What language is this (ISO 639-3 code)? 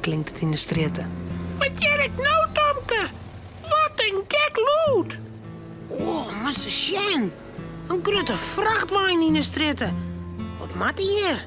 fry